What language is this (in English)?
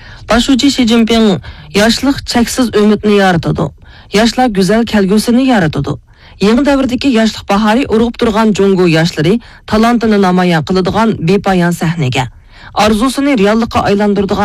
Uyghur